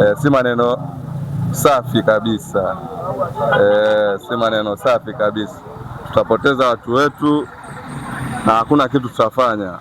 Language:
Swahili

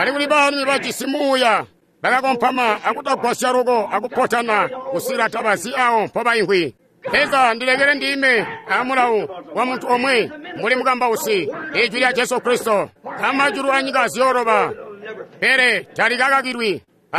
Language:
Tonga (Zambia)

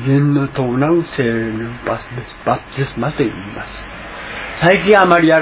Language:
Japanese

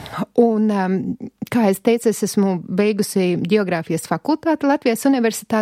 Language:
Latvian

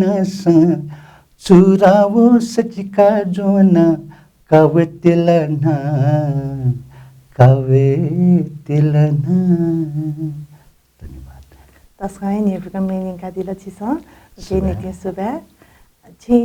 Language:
Newari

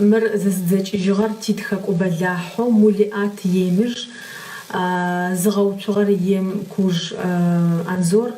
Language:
Adyghe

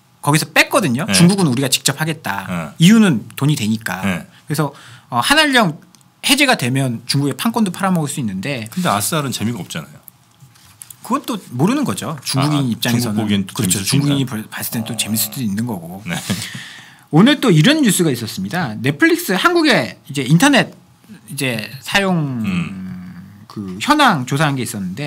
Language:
Korean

